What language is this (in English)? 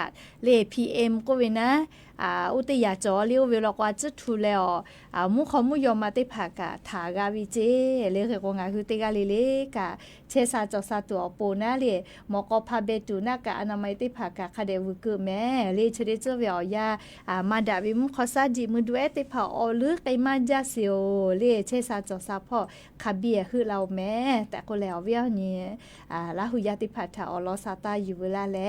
Lahu